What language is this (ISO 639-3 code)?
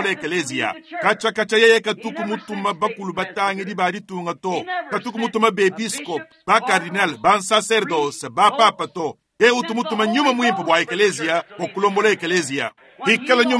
lua